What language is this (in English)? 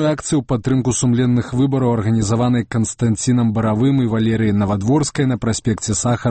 Belarusian